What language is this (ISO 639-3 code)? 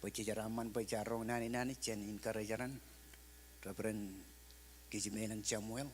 mah